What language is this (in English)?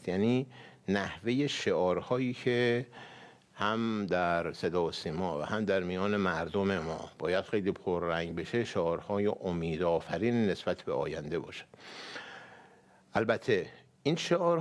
Persian